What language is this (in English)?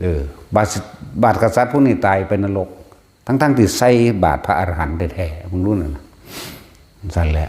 Northeastern Thai